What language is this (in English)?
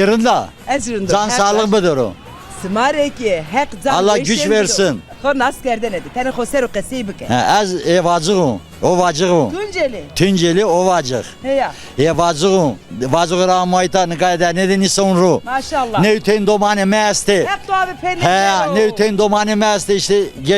Zaza